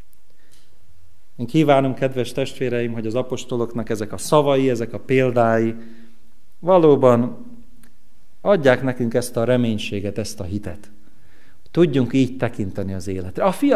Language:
Hungarian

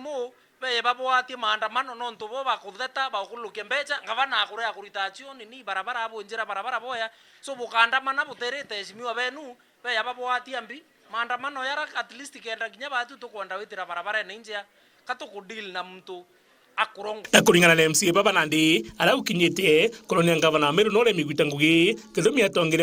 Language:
Meru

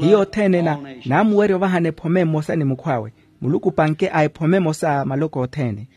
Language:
Makhuwa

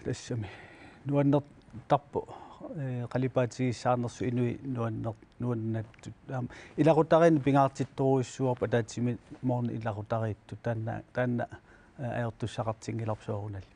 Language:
Kalaallisut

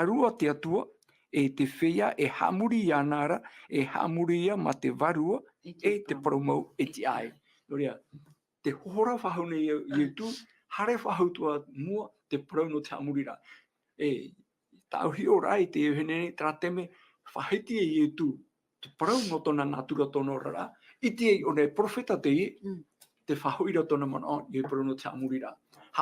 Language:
Tahitian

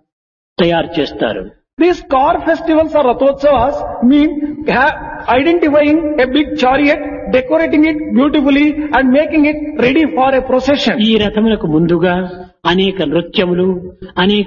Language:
Telugu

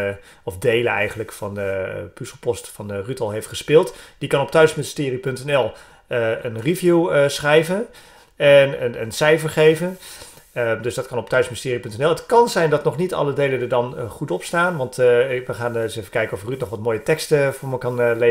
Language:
Dutch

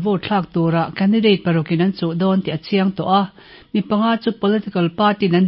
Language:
Mizo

